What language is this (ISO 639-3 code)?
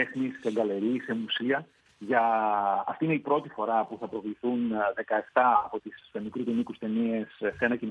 ell